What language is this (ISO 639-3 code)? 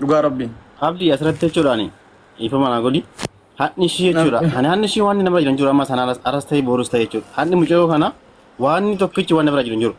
orm